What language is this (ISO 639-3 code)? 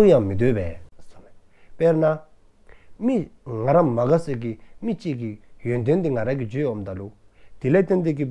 dzo